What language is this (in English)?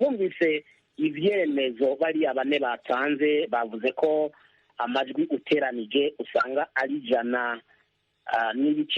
Rundi